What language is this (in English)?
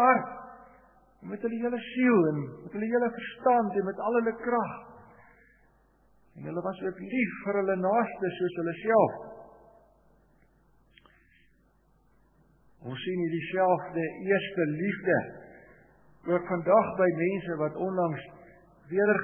Afrikaans